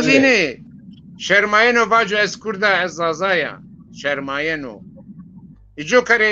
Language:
Zaza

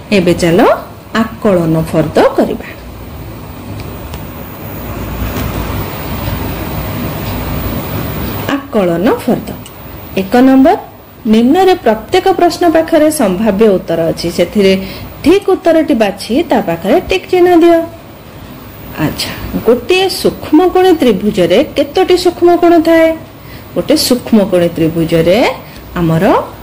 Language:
Odia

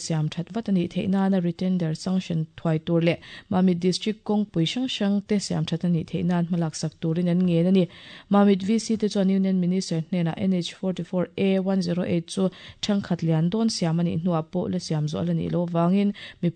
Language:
Mizo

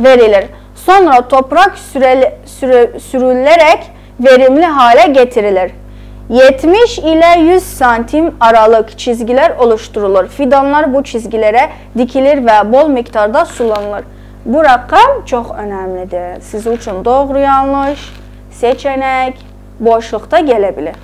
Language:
South Azerbaijani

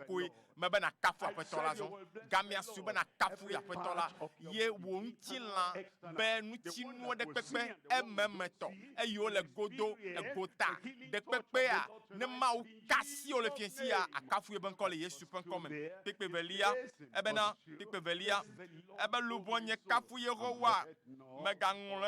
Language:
Ewe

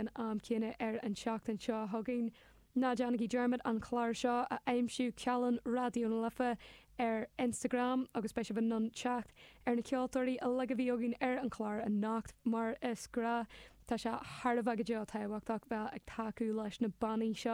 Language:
Irish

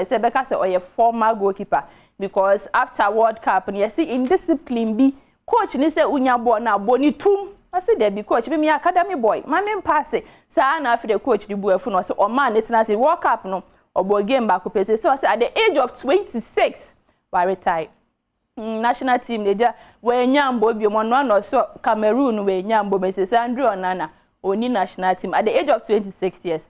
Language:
Akan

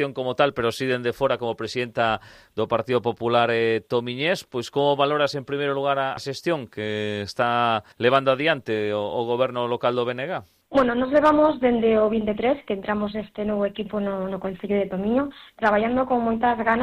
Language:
Galician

